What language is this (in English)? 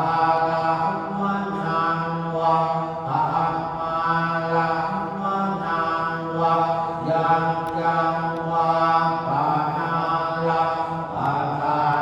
Pali